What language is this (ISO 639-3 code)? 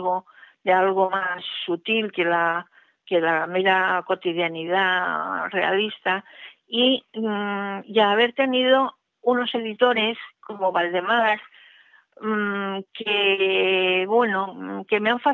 spa